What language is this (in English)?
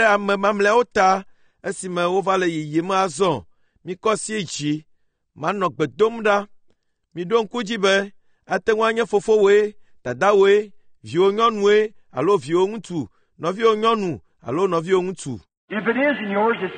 Ewe